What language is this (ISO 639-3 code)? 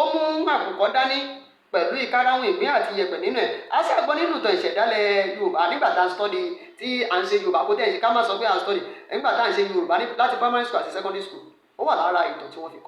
yor